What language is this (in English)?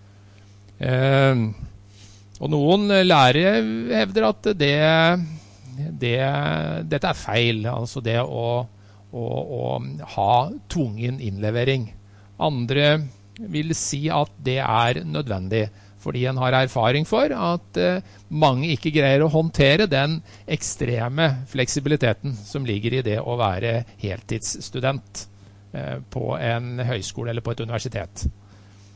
Norwegian